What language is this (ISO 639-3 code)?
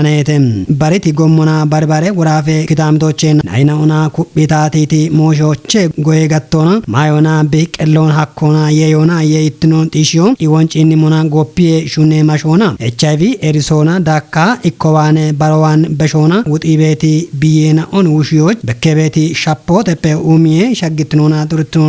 kbr